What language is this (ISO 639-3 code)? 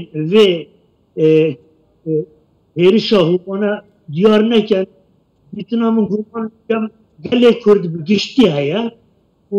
kur